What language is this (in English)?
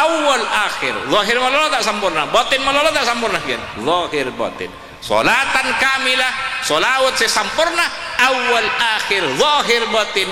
Madurese